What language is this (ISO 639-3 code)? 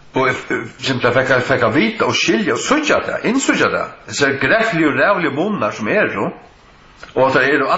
fao